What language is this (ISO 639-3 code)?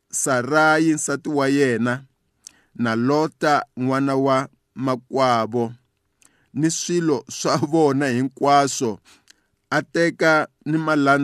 tso